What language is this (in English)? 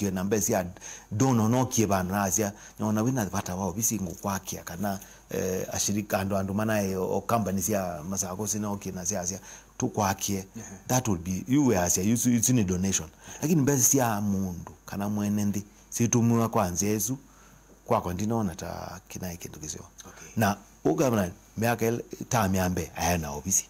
Kamba